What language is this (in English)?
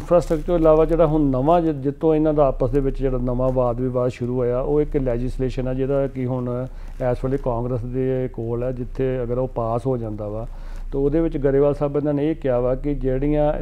Punjabi